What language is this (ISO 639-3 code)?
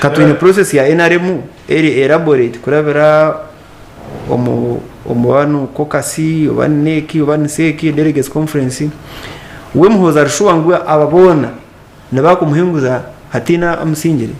nyn